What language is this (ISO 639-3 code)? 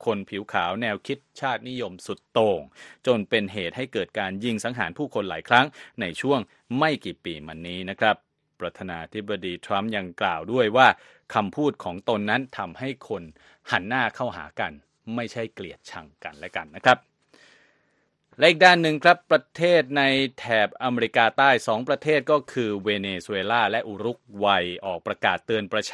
tha